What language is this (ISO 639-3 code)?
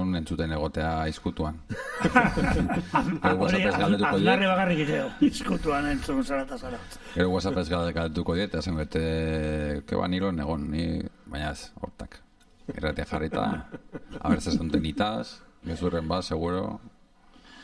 eus